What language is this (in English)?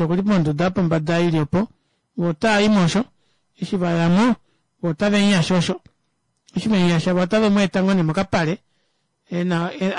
Kuanyama